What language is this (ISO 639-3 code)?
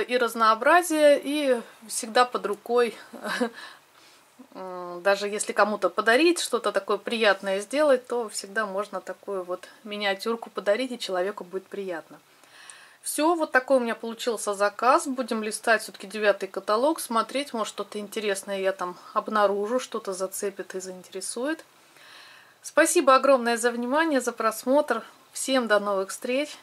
rus